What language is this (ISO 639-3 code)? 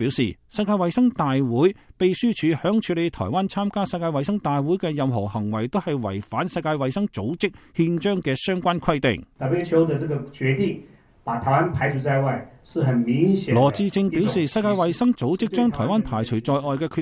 yue